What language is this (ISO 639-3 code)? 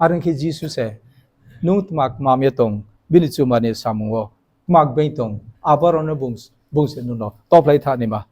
ria